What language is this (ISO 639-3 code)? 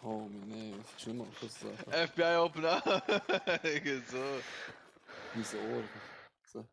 gsw